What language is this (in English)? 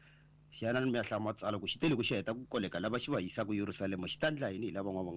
Tsonga